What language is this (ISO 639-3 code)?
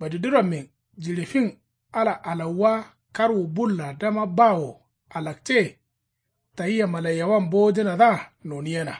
kau